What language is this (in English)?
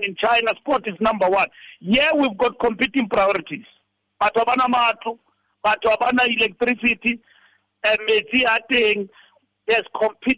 Tswana